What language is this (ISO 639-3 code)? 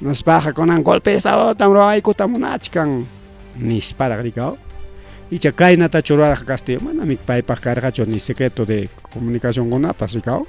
quy